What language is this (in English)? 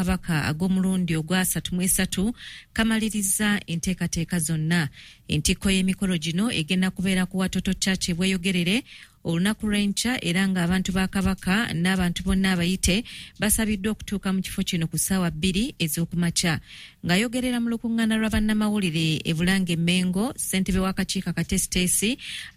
Ganda